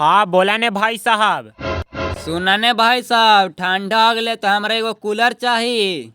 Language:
Magahi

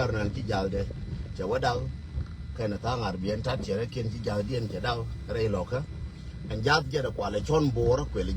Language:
Nuer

